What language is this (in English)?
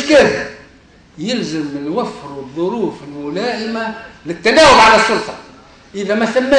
Tunisian Arabic